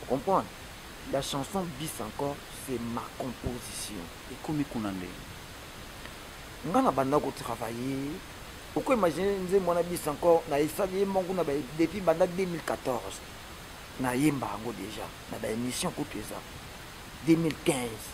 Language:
Lingala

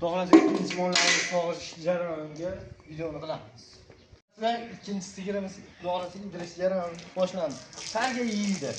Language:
Uzbek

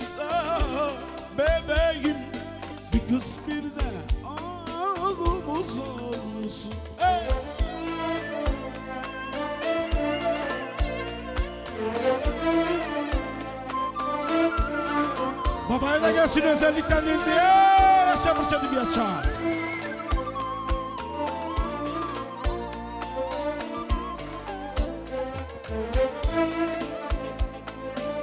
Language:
Turkish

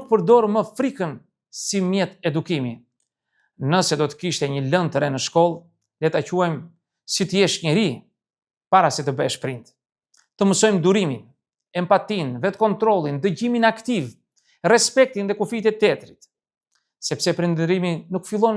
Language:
Albanian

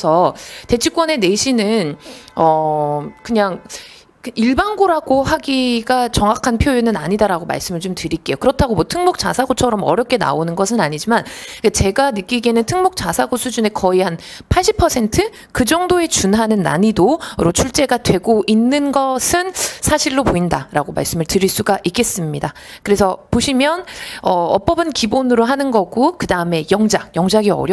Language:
Korean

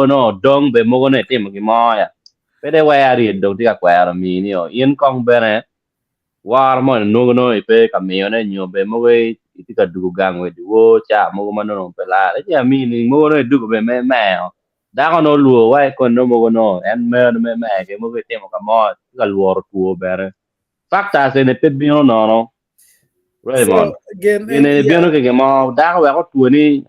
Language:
Acoli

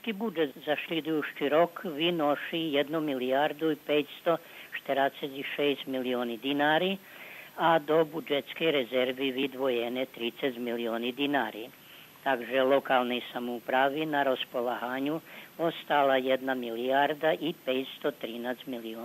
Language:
Rusyn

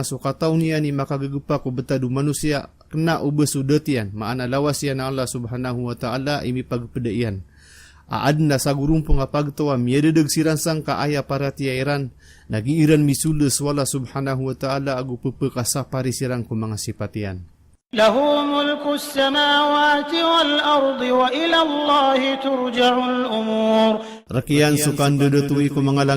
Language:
Maranao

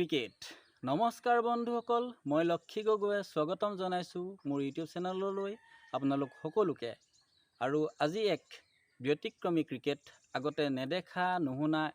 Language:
Assamese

